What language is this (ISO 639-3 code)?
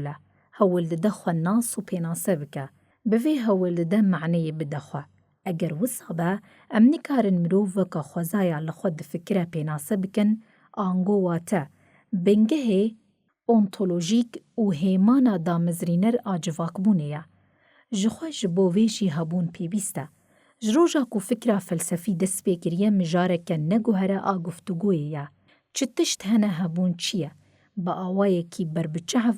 kur